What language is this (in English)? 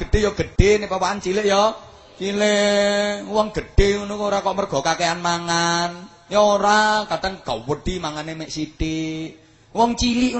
Javanese